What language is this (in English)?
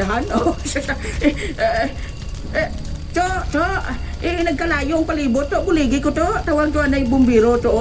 Hiligaynon